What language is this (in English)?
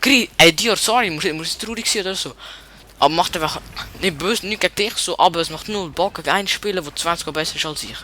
Swiss German